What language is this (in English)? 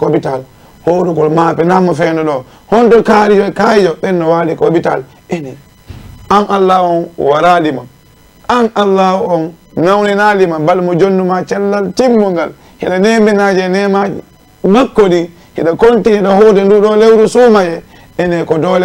Fula